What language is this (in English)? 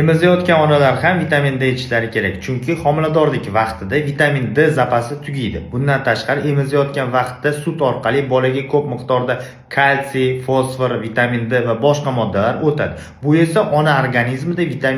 Uzbek